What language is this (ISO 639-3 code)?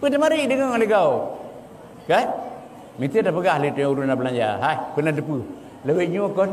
ace